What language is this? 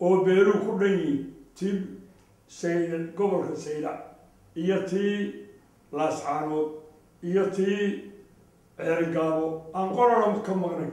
Somali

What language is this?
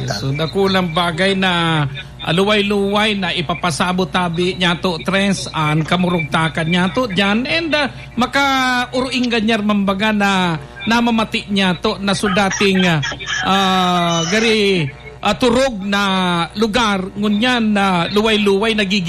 Bikol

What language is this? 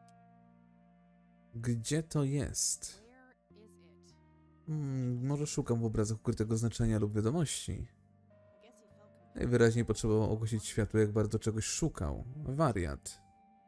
Polish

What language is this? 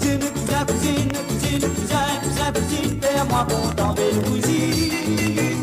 Morisyen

